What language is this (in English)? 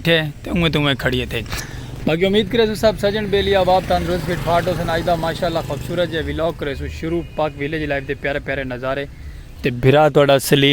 Saraiki